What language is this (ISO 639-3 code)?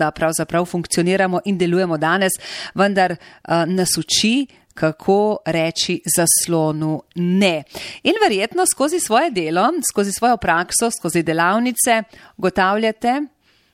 slv